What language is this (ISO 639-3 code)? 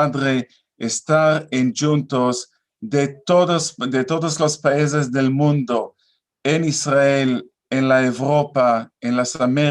lad